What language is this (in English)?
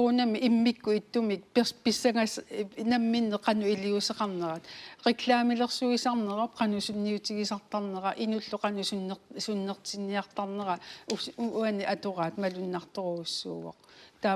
Kalaallisut